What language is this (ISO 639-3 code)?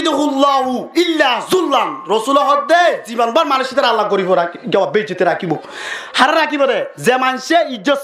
rhg